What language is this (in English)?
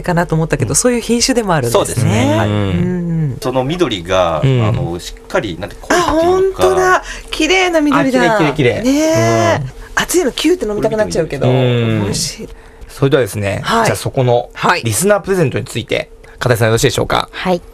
Japanese